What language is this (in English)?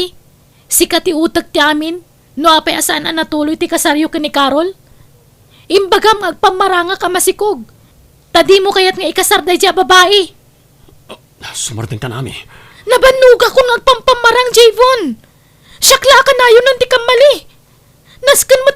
Iloko